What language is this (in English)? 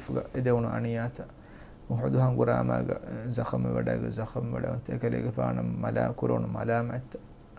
Divehi